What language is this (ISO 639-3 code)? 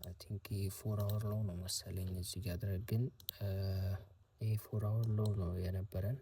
amh